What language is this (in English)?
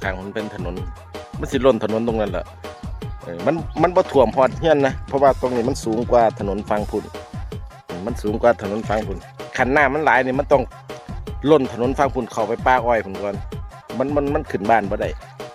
Lao